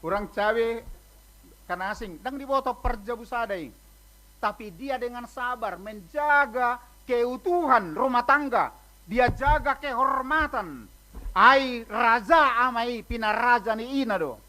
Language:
Batak Toba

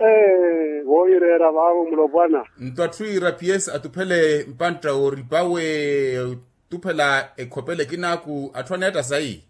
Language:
Makhuwa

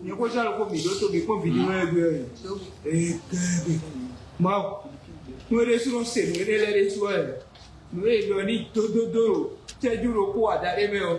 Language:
Fon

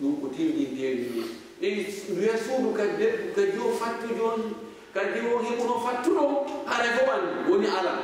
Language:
Fula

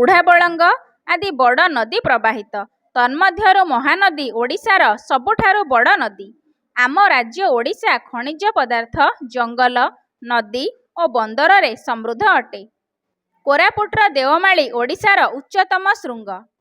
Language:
Odia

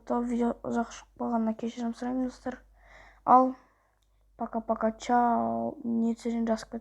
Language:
Kazakh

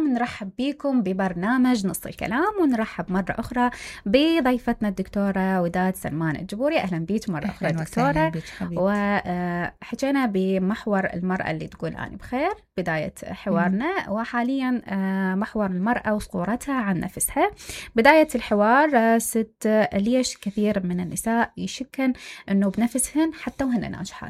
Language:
Mesopotamian Arabic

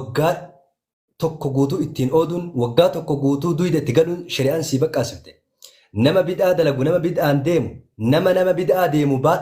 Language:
Oromo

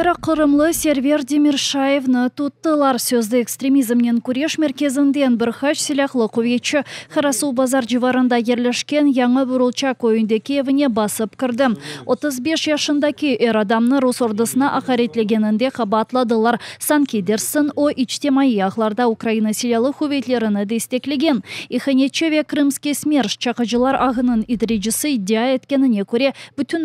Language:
Crimean Tatar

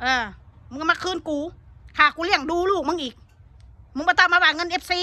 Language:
Northeastern Thai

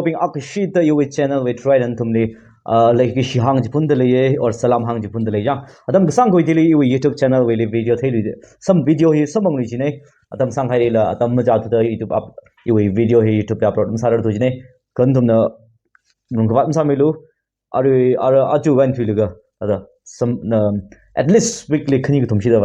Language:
Tangkhul Naga (India)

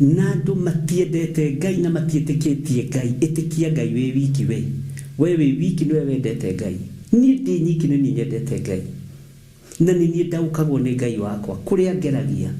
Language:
Kikuyu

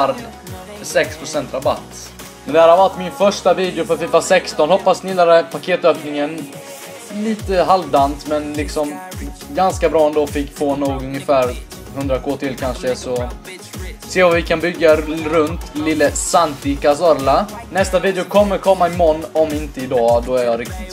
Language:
Swedish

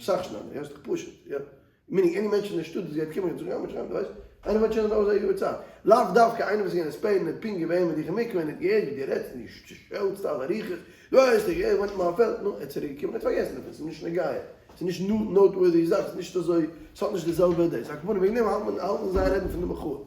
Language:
Yiddish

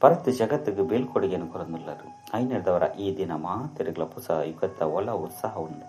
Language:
Tulu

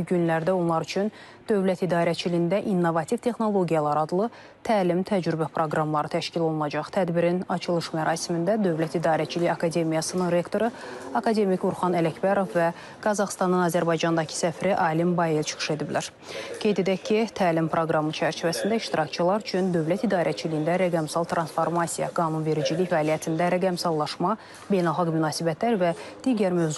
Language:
Azerbaijani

